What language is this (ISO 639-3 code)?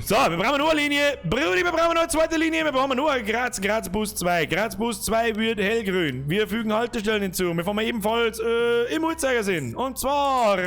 bar